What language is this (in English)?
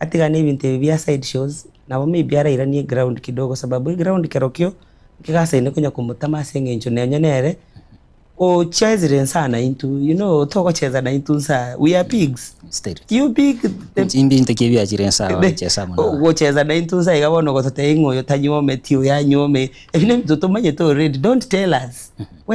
Gusii